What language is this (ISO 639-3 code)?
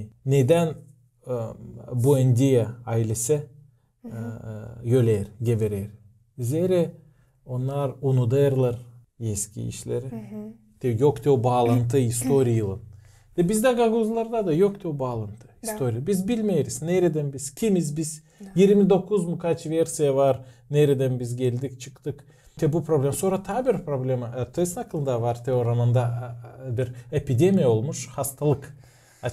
gag